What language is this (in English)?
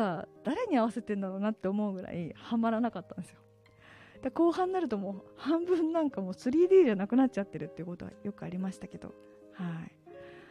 Japanese